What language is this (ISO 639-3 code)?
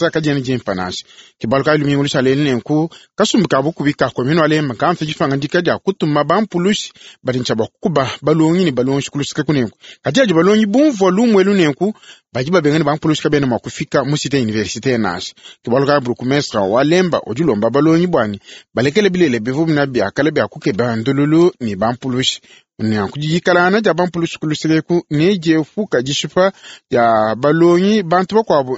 lua